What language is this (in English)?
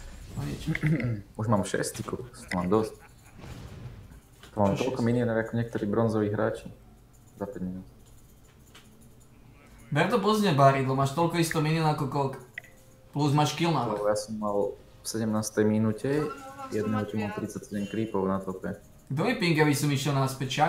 Slovak